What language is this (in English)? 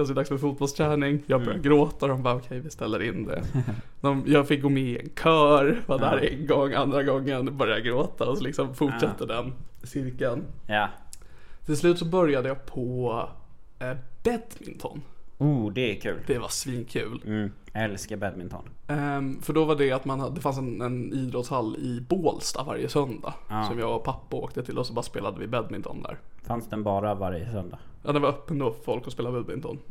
Swedish